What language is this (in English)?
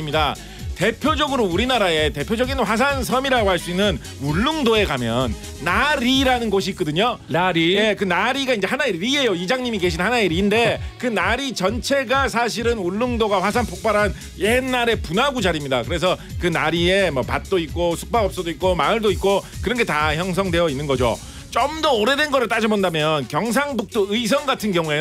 Korean